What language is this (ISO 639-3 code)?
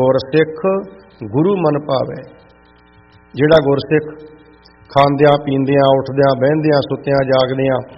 pan